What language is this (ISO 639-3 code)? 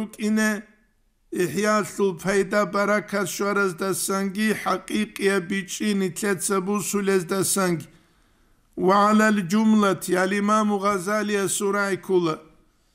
ava